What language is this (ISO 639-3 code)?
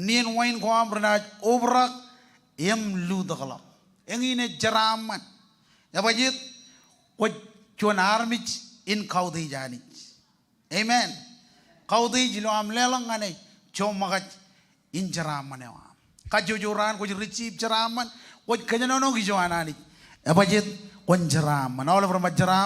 mah